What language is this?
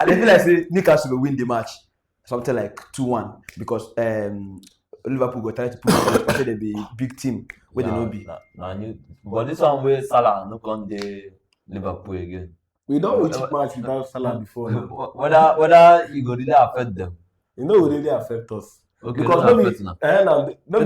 Nigerian Pidgin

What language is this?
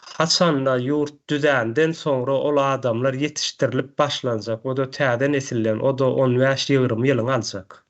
Turkmen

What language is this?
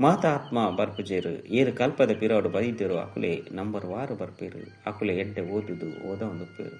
Tulu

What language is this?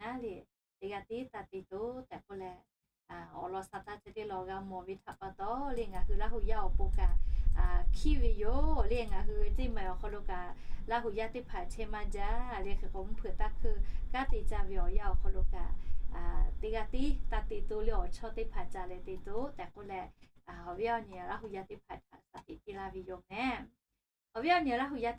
Lahu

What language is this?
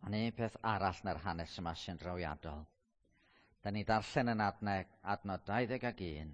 Welsh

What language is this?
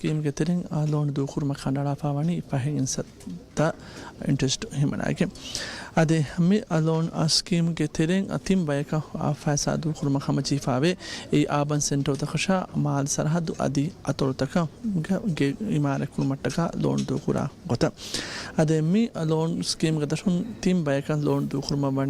Divehi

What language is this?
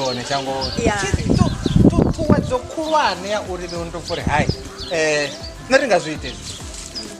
Venda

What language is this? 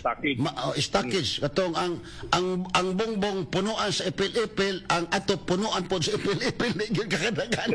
Cebuano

